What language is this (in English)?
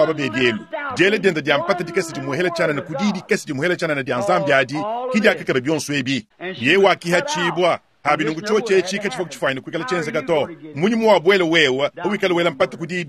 Luba-Lulua